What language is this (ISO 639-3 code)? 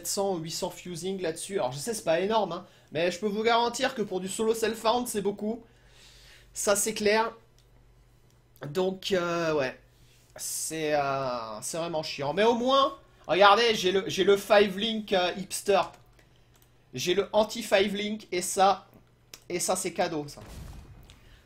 fra